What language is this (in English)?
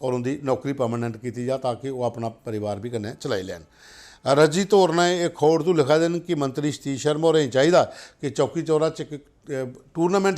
Dogri